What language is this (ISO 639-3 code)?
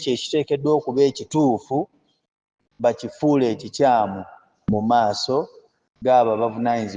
lug